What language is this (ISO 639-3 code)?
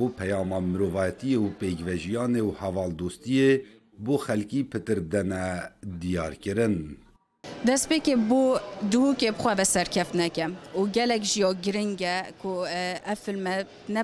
kur